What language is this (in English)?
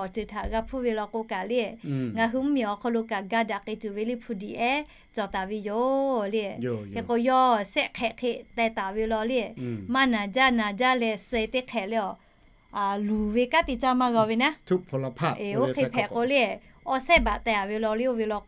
Lahu